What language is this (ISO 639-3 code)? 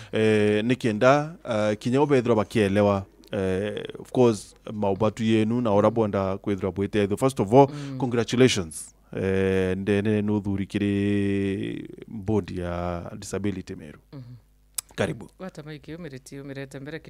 mer